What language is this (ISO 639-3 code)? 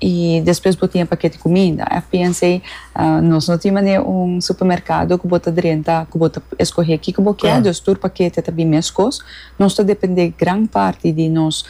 pap